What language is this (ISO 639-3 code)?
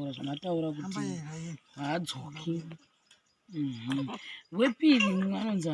sna